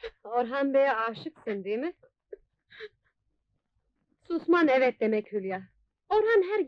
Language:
Turkish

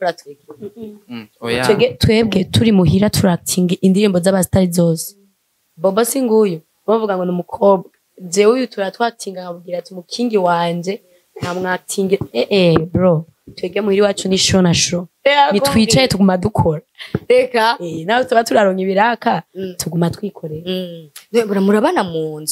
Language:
Rundi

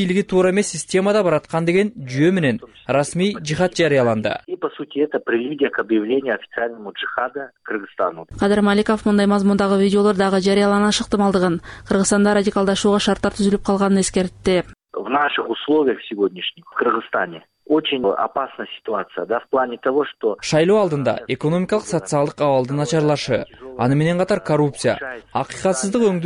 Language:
Kyrgyz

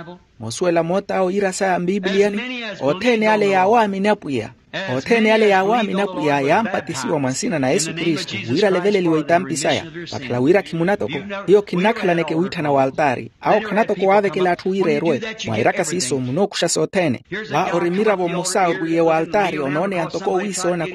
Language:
Makhuwa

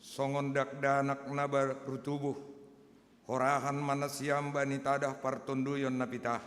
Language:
Batak Simalungun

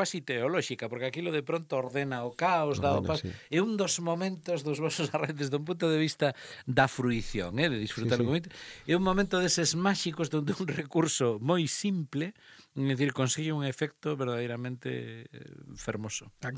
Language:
Galician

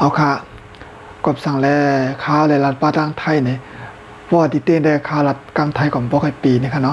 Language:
Shan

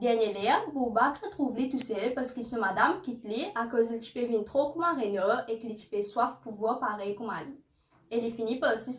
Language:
Morisyen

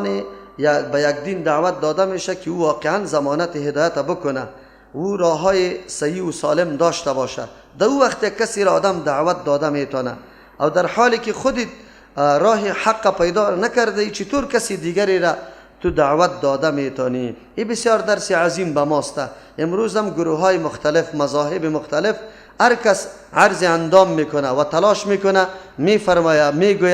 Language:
Persian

